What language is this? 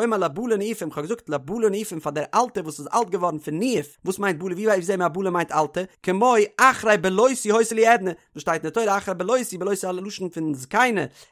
Yiddish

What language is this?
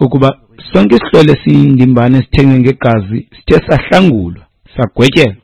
Xhosa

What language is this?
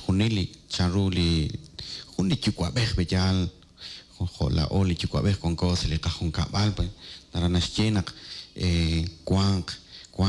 Kekchí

